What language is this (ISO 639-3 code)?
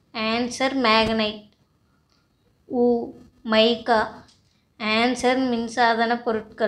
tam